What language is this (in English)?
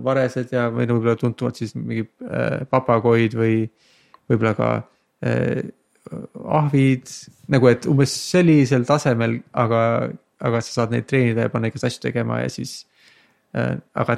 Estonian